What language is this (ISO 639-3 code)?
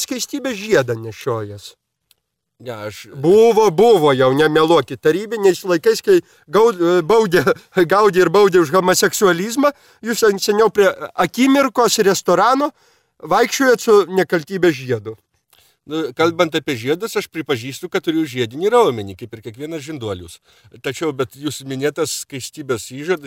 lit